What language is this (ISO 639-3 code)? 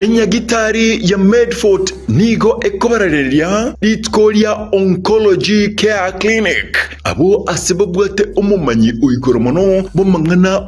guz